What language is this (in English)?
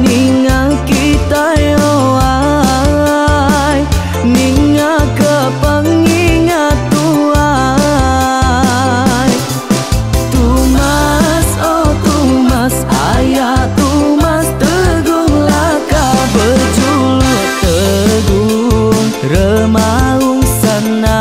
Iban